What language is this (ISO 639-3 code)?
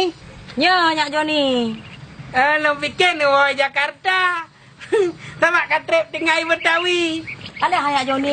ace